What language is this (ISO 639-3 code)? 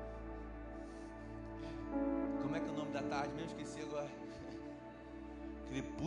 por